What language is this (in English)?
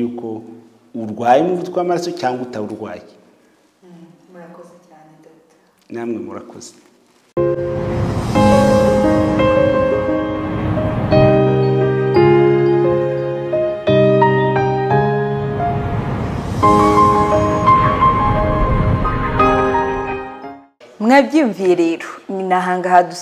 Kinyarwanda